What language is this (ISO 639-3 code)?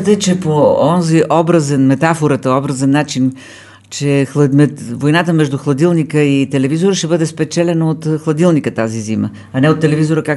bul